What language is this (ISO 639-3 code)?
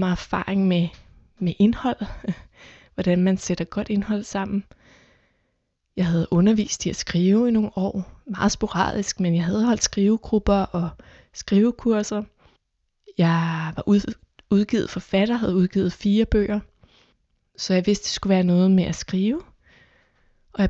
dan